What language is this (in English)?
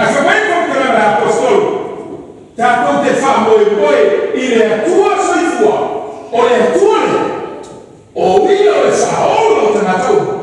Samoan